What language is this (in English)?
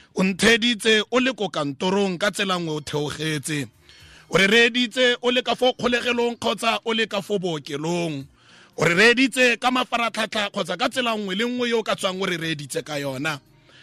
Tswana